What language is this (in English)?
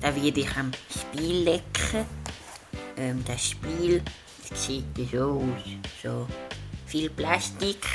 Swiss German